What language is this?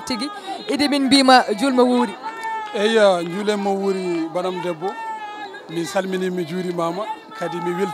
Fula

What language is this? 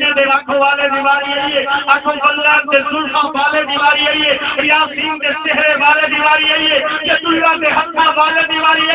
Saraiki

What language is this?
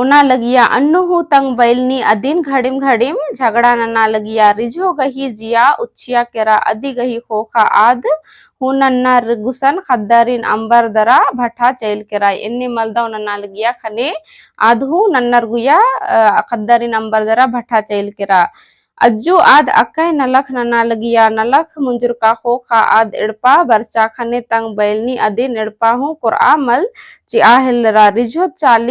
Kurukh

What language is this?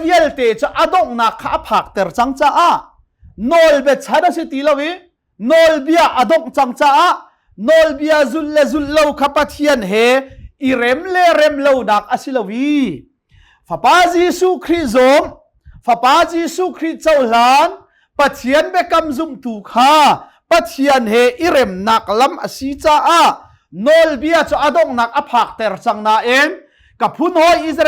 Hakha Chin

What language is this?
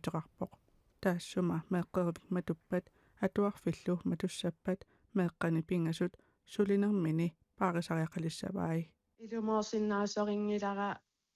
Kalaallisut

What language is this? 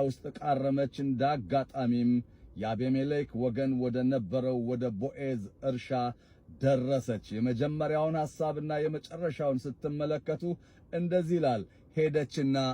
Amharic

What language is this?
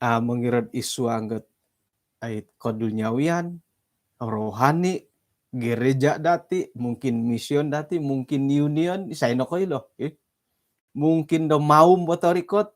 Central Dusun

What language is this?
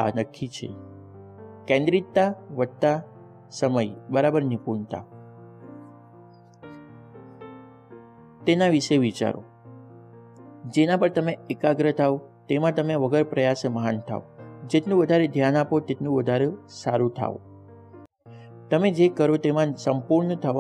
Gujarati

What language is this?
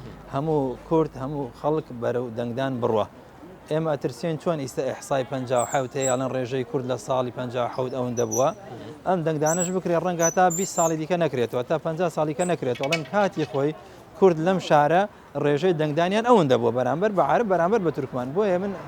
Central Kurdish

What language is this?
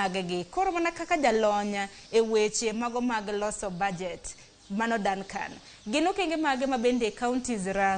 Luo (Kenya and Tanzania)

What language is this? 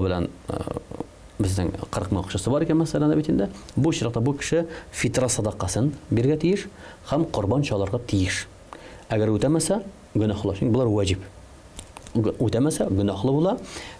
Tatar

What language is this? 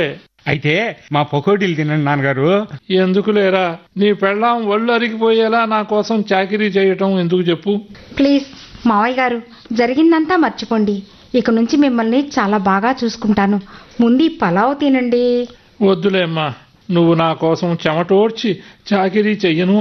Telugu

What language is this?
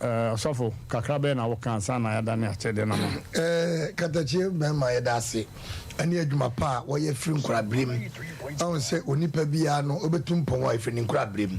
Akan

